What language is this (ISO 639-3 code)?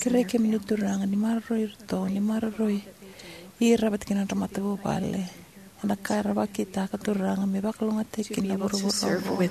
fij